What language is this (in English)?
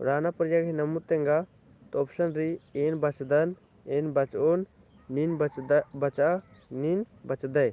Kurukh